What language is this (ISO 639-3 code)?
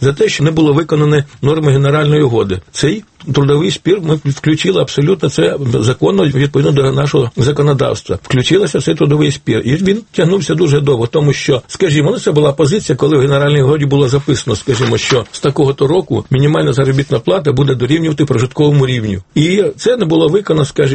ukr